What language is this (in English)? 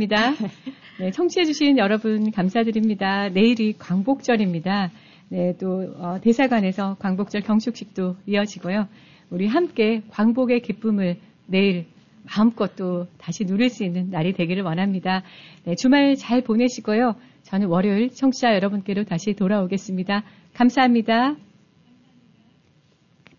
Korean